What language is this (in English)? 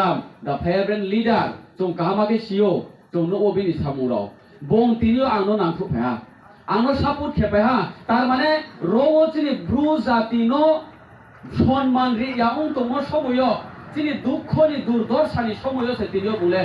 Riang (India)